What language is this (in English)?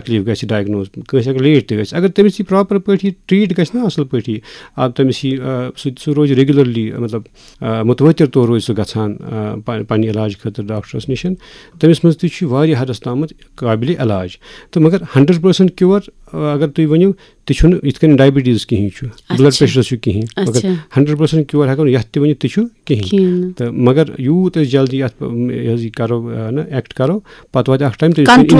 Kashmiri